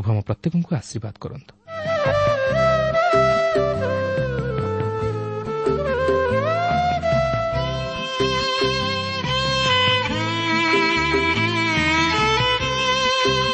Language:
Odia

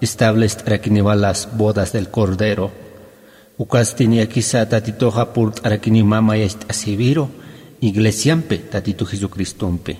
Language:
Aymara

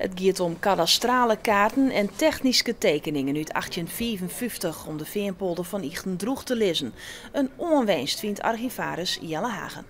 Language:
Western Frisian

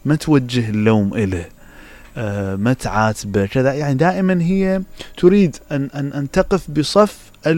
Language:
Mesopotamian Arabic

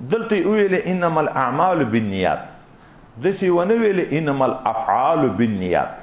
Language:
Pashto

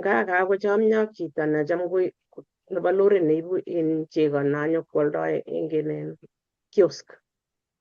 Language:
Kalenjin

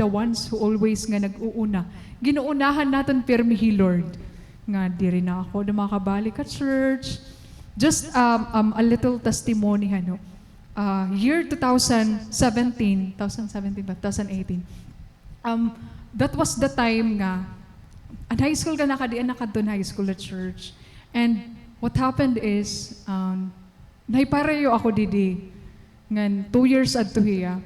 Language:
Waray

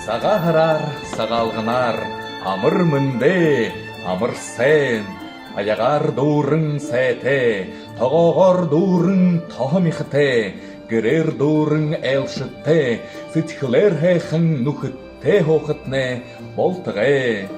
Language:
Buriat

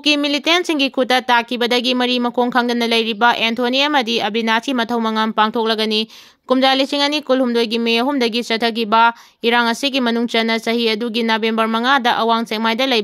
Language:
Manipuri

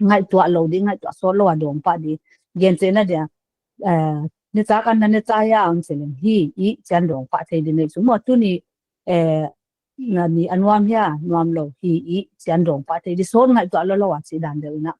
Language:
Paite Chin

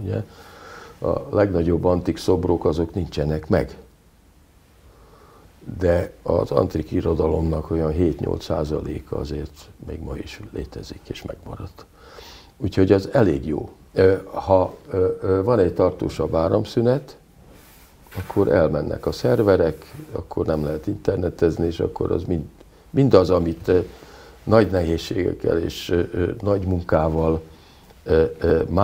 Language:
Hungarian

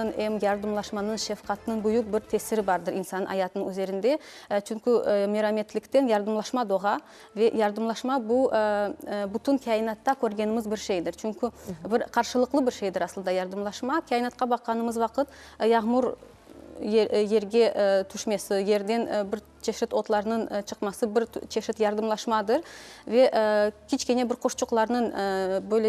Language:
Crimean Tatar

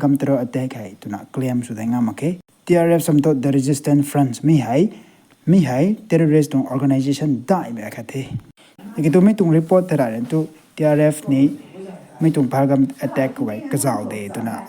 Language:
Rongmei Naga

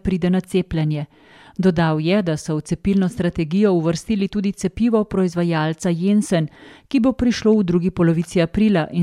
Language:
Slovenian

